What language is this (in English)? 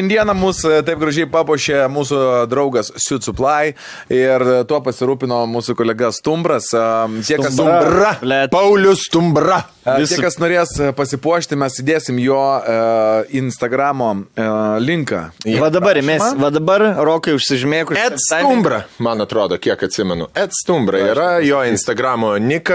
Lithuanian